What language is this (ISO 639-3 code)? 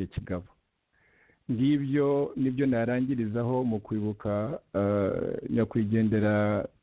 kin